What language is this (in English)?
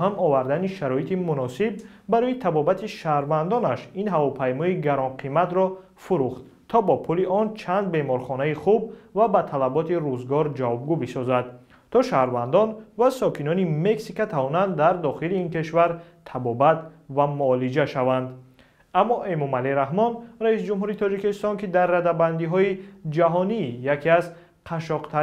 Tajik